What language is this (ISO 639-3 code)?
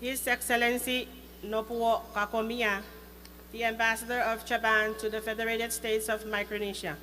pon